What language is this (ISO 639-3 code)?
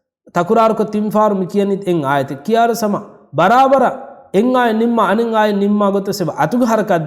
div